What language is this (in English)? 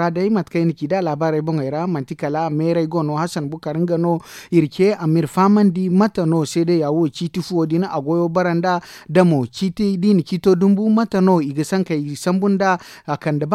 Zarma